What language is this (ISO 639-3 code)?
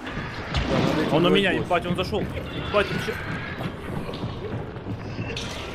rus